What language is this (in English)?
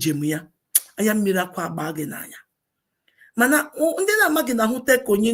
Igbo